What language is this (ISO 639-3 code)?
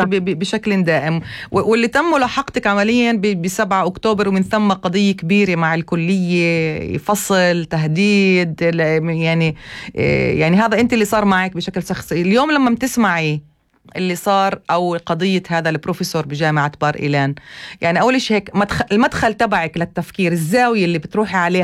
apc